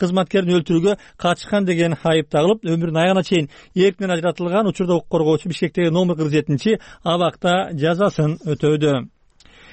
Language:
Kyrgyz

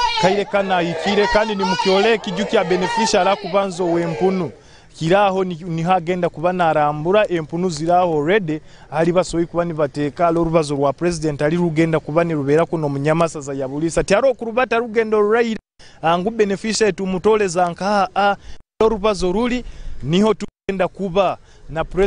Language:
Nyoro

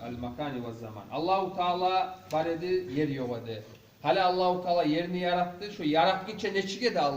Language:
Kumyk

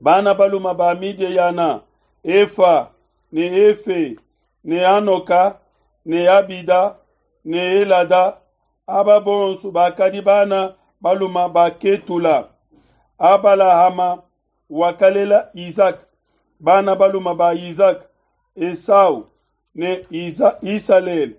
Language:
Luba-Lulua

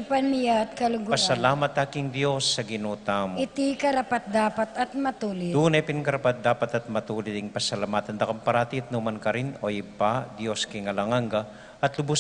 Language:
Pampanga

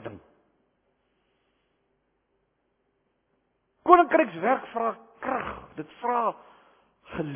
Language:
Afrikaans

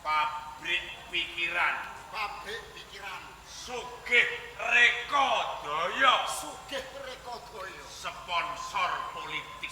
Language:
Javanese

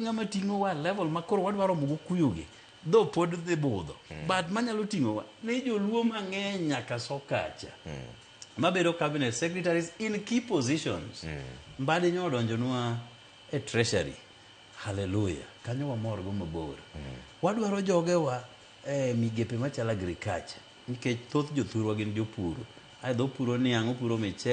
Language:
Luo (Kenya and Tanzania)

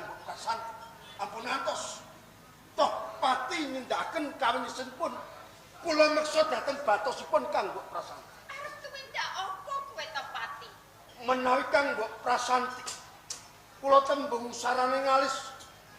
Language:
Javanese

